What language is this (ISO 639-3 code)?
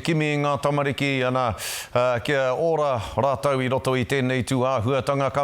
mri